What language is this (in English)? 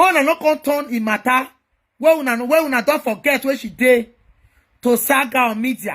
Nigerian Pidgin